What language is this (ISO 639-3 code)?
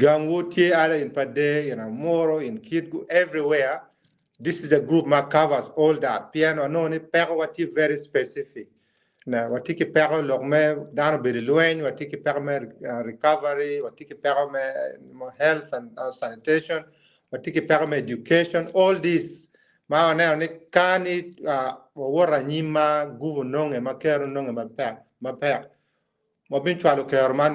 ach